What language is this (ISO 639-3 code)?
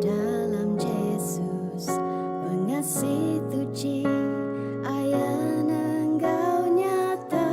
iba